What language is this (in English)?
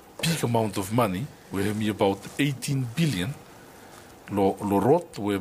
Bislama